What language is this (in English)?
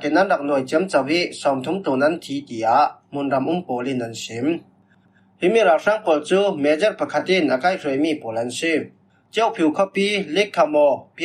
Falam Chin